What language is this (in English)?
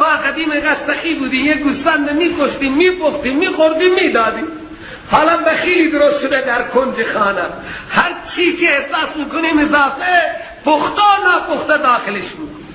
Persian